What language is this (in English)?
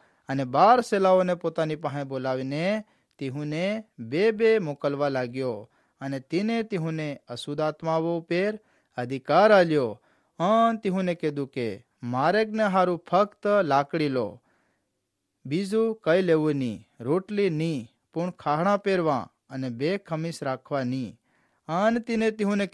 Gujarati